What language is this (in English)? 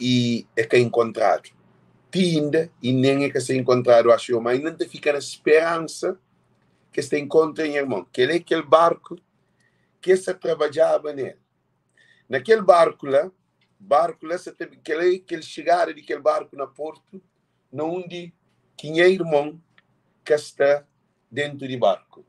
Kabuverdianu